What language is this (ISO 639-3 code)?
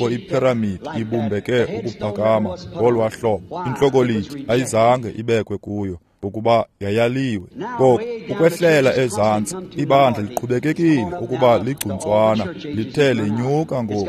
xho